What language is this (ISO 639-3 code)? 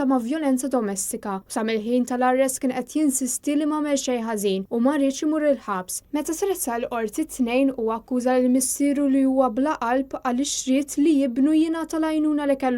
mlt